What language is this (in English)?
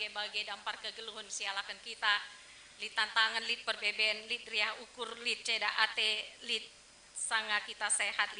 Batak Karo